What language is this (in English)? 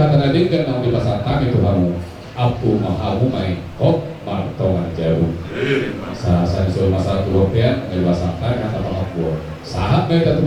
Batak Toba